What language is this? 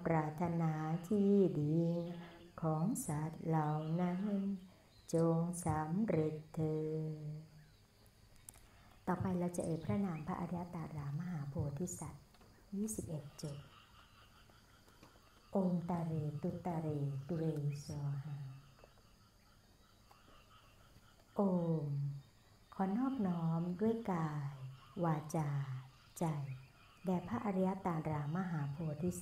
Thai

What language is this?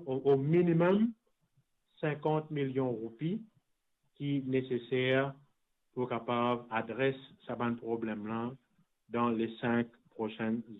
Morisyen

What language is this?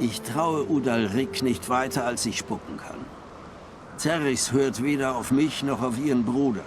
Swiss German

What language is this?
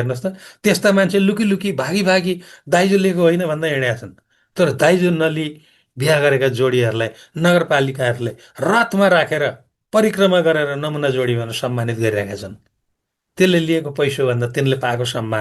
Nepali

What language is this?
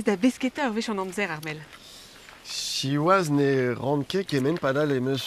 Breton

